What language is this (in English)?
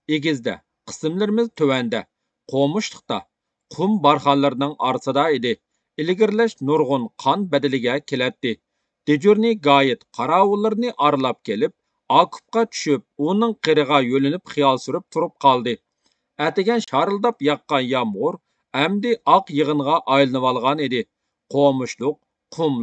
Uyghur